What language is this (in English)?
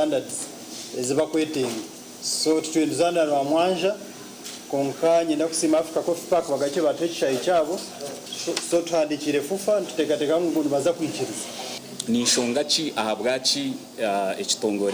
Nyankole